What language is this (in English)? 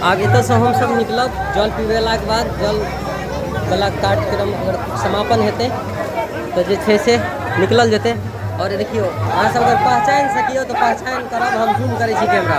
Maithili